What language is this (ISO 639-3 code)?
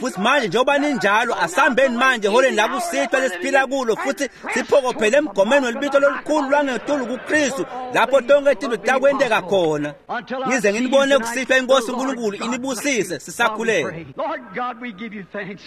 ssw